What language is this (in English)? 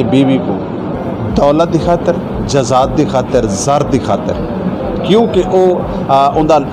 Saraiki